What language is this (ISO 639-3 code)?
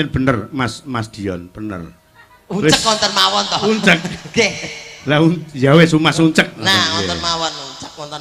jav